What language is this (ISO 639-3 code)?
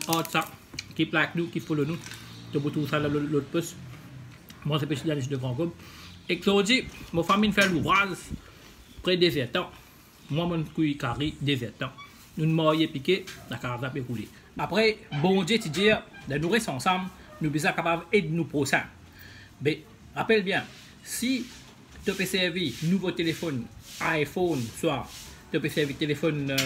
mfe